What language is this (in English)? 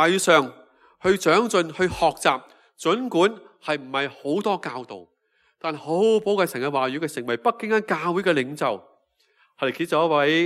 Cantonese